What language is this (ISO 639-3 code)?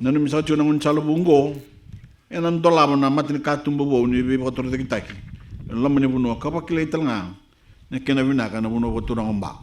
fij